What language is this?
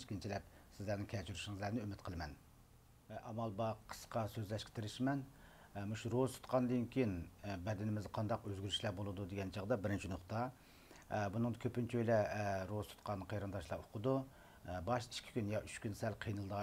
Uyghur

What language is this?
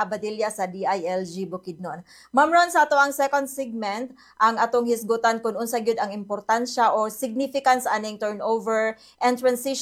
Cebuano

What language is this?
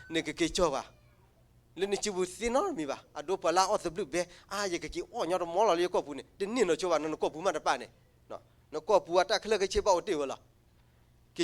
S'gaw Karen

